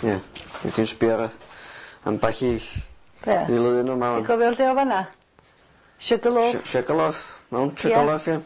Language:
Welsh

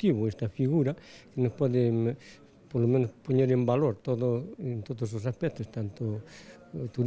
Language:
Galician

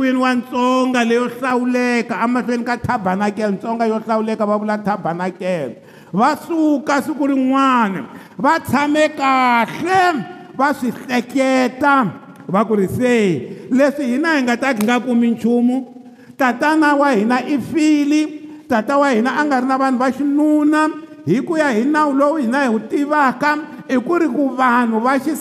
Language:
Tsonga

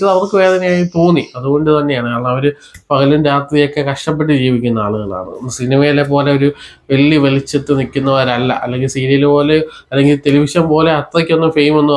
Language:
Malayalam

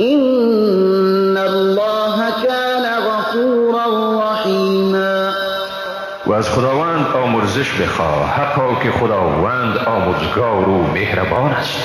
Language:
Persian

